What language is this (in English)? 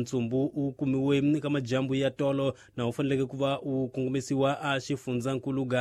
Tsonga